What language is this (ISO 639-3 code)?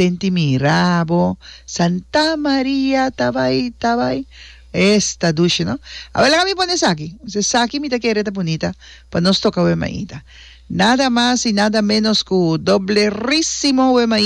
pap